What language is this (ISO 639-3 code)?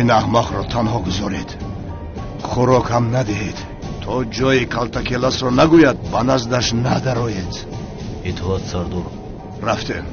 tgk